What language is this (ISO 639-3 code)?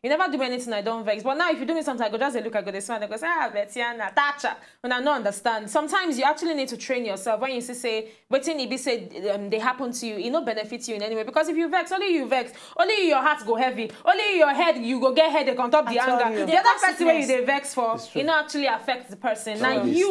pcm